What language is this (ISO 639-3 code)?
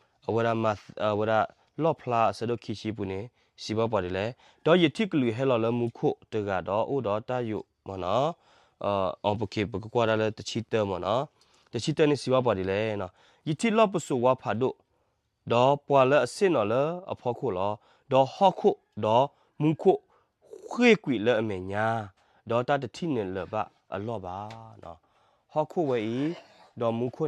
ksw